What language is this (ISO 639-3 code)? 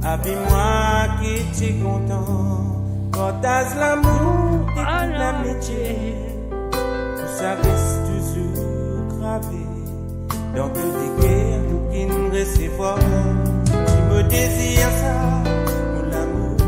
mfe